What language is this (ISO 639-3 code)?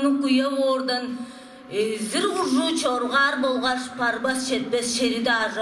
tyv